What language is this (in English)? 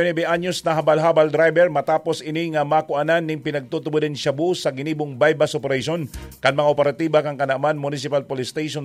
Bikol